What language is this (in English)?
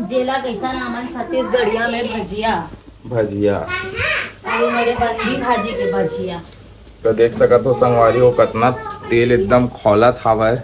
Chhattisgarhi